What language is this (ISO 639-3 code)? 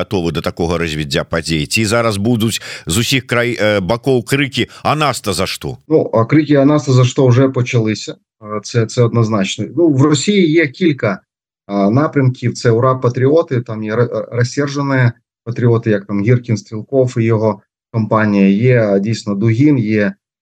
bel